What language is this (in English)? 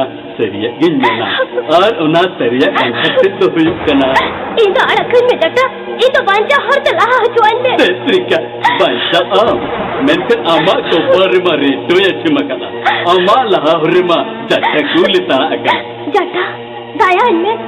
Santali